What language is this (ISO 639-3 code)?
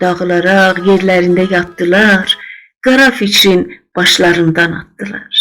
azb